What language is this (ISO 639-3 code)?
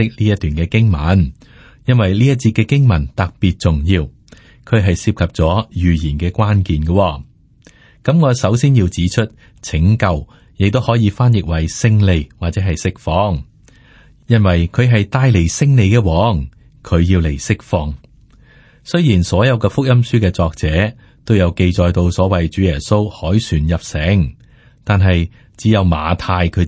yue